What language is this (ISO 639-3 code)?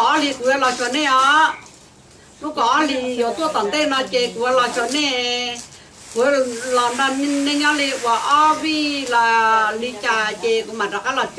hmn